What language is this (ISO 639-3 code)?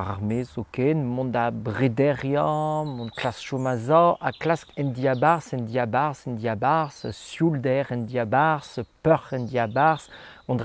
bre